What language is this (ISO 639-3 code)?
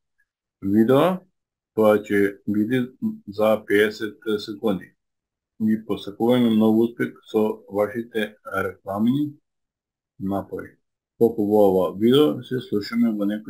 mkd